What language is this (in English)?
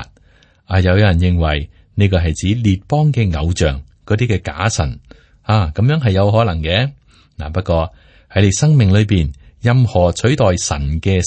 Cantonese